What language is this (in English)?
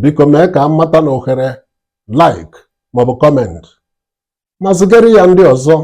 Igbo